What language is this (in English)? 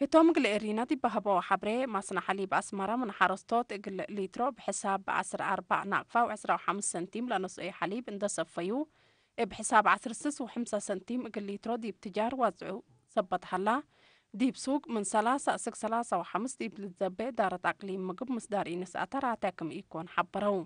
Tigre